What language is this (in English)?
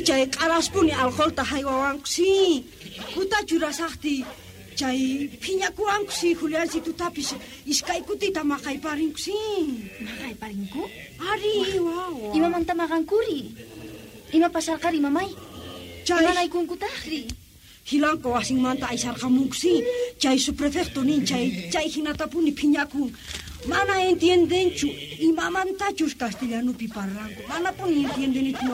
South Bolivian Quechua